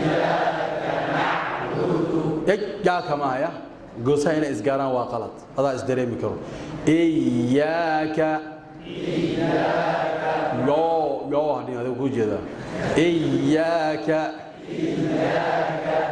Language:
Somali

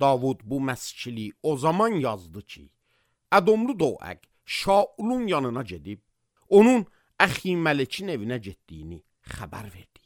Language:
Azerbaijani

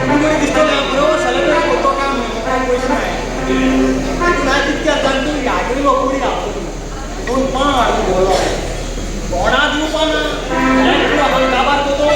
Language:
Konkani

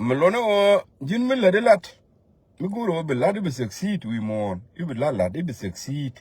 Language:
Nuer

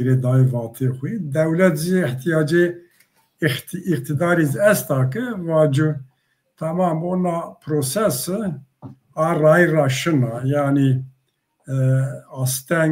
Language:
Zaza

